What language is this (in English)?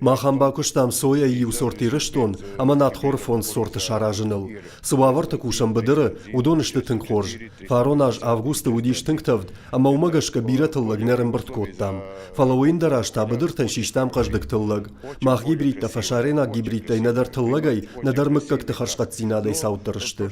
Ossetic